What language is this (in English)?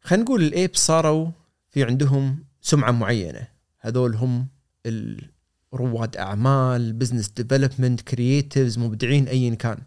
Gulf Arabic